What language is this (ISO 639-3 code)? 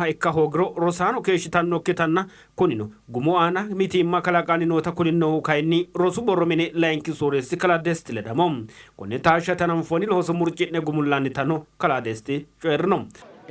sid